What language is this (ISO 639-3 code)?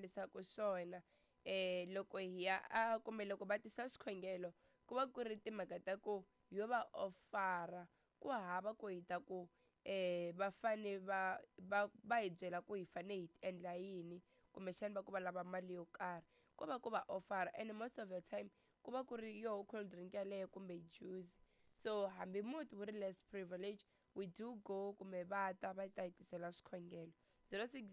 tso